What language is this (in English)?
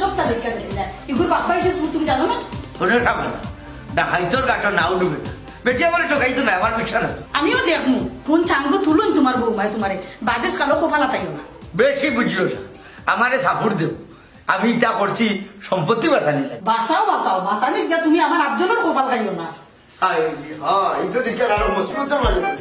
Sylheti